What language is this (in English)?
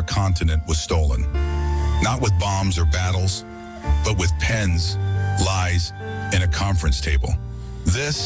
Jamaican Creole English